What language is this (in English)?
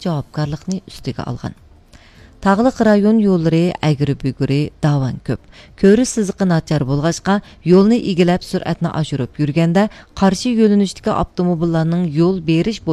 Uyghur